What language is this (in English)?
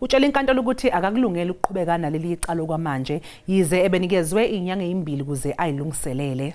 Zulu